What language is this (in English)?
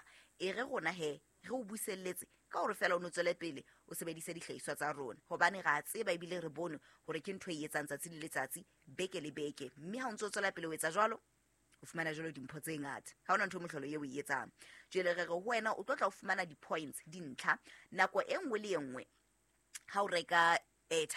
Southern Sotho